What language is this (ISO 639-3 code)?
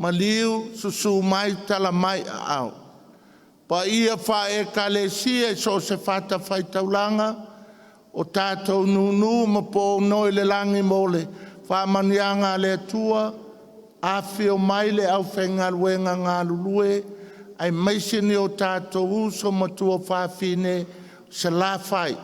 smo